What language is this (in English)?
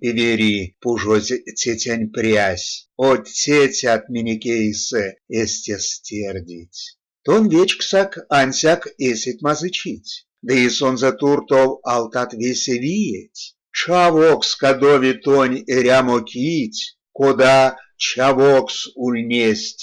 Erzya